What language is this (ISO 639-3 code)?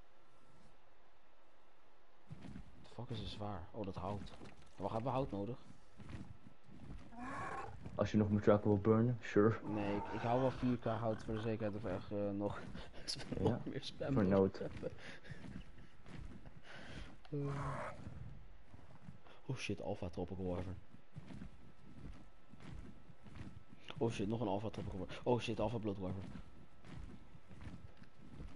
nld